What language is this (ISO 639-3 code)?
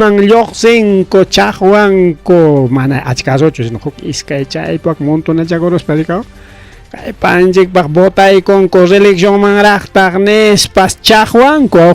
quy